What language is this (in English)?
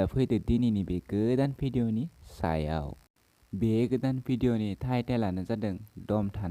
Bodo